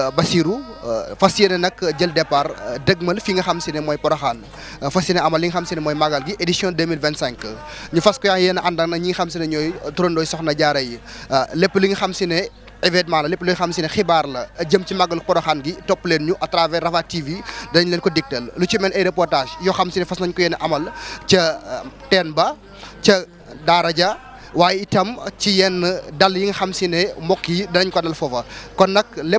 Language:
Wolof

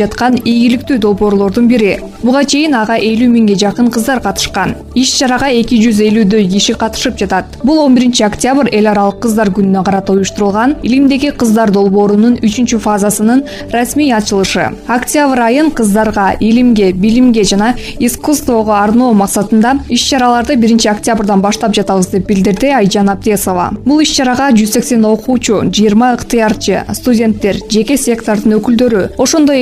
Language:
Kyrgyz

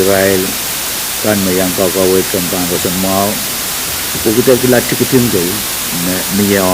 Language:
Pohnpeian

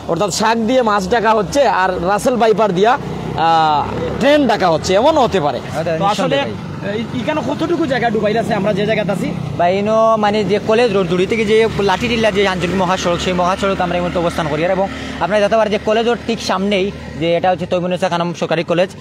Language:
Sylheti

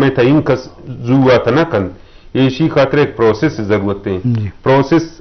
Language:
Eastern Balochi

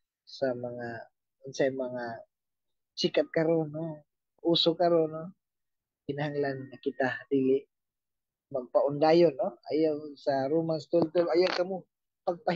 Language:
Cebuano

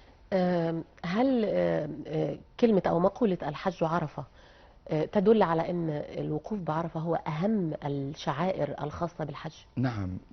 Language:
Egyptian Arabic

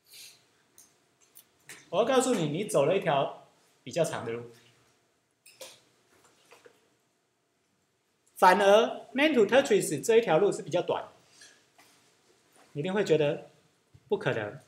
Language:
Chinese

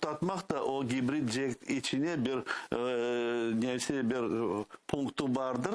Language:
Crimean Tatar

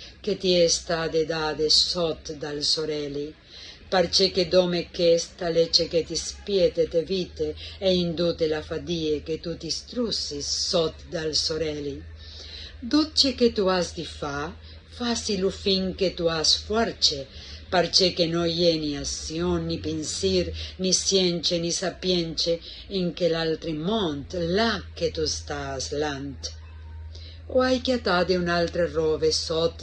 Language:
Friulian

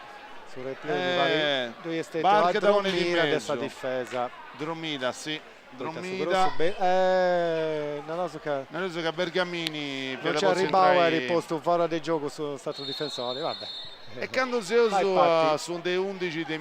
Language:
Sardinian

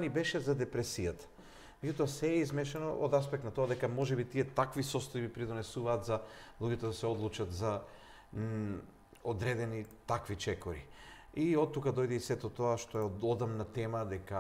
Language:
Macedonian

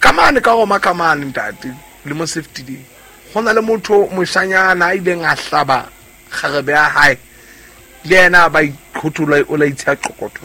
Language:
Southern Sotho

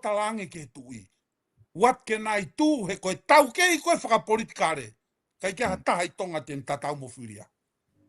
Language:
Tongan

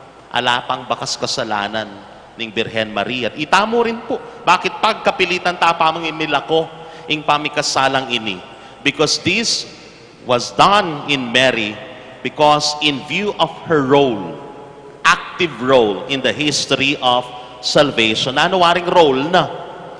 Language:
Pampanga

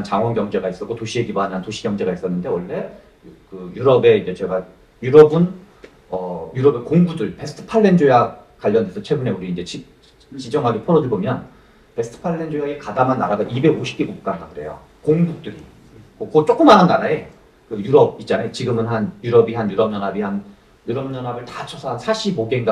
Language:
Korean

